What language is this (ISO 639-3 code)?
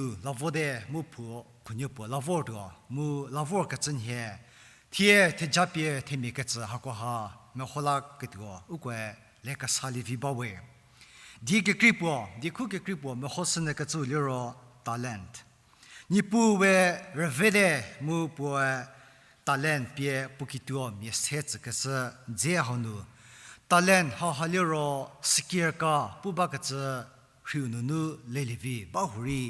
njm